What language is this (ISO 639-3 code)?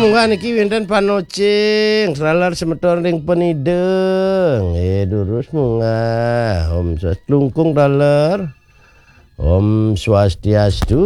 ban